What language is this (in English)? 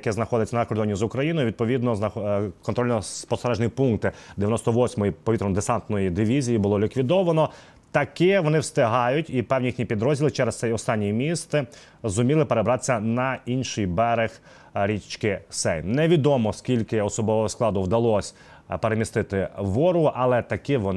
Ukrainian